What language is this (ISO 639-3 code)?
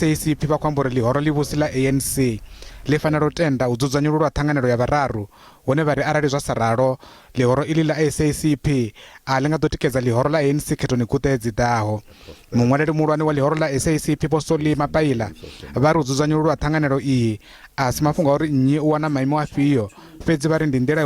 ven